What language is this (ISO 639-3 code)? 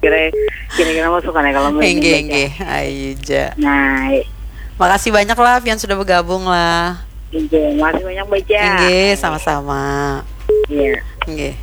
bjn